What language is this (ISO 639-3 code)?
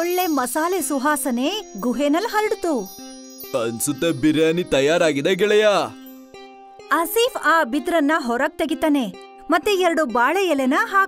kan